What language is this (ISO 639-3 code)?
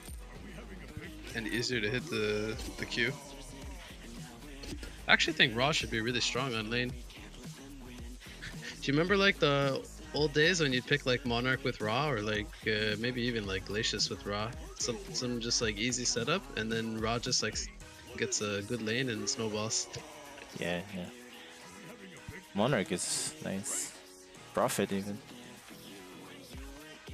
eng